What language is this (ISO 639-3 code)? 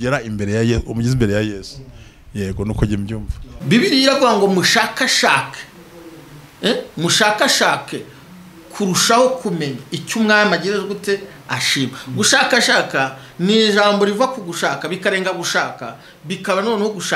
kin